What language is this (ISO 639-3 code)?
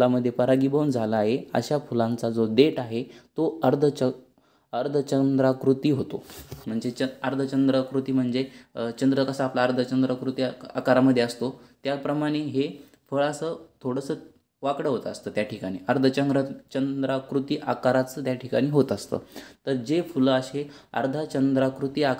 mar